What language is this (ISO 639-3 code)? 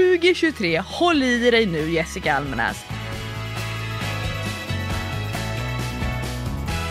swe